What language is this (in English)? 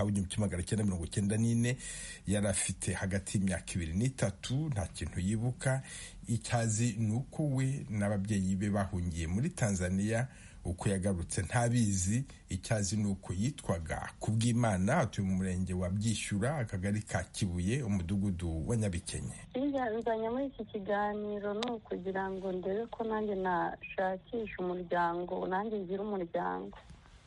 Kinyarwanda